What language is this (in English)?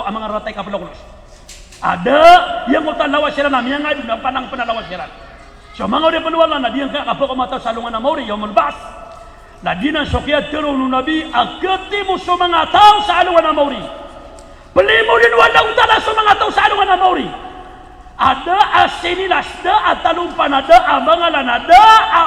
Maranao